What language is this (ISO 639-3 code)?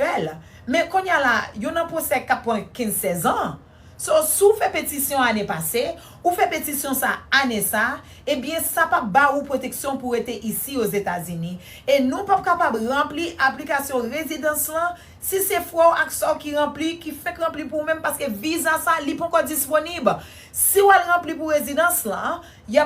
hat